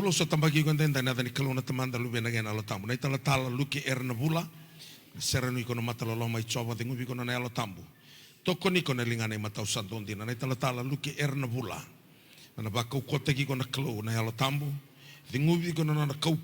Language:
Fijian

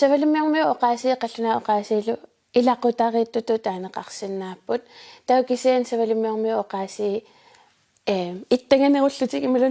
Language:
Kalaallisut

